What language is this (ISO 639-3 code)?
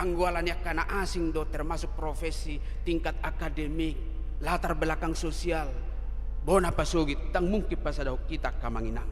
bbc